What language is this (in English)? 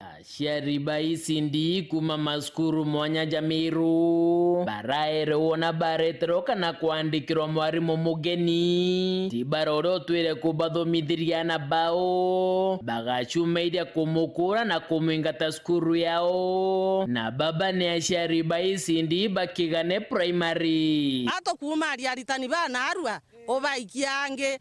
Meru